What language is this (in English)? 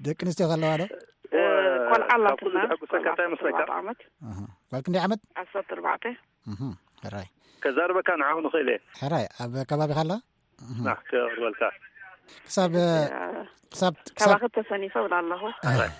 Tigrinya